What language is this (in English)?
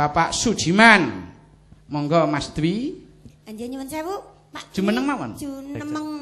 Javanese